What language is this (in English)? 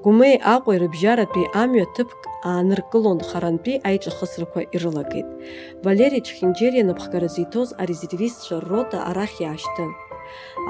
Abkhazian